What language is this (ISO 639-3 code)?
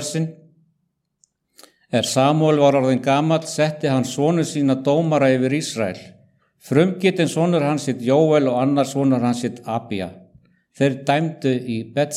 isl